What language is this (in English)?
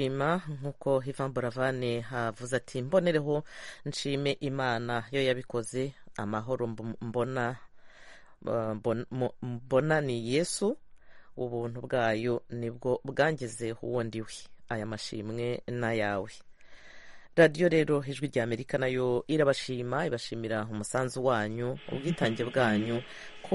Kinyarwanda